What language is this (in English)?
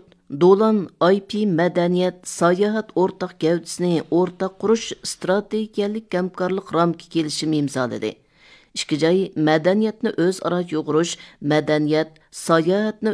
Uyghur